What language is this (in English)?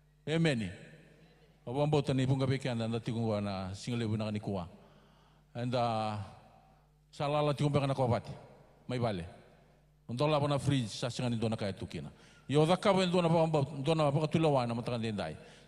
Fijian